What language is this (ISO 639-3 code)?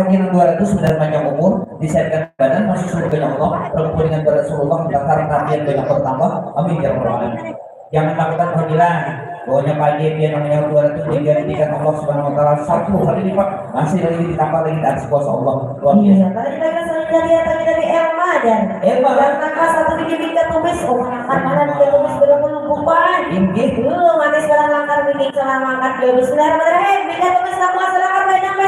bjn